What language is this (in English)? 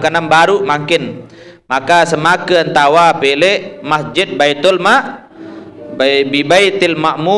Sasak